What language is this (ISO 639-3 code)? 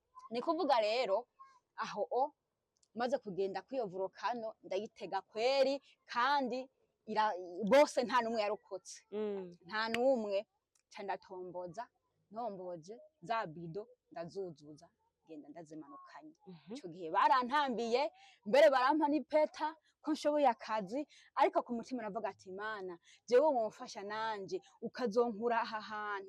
run